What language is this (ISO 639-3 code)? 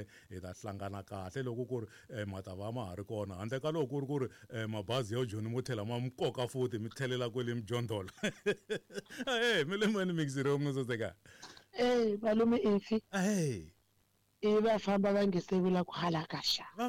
tso